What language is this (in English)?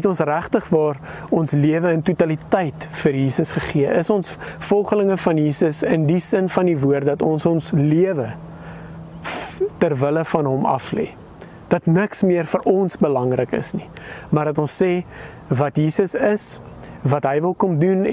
Afrikaans